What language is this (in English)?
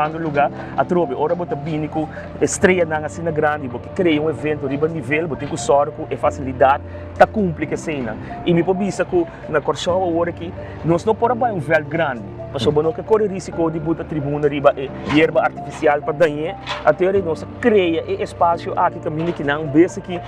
Papiamento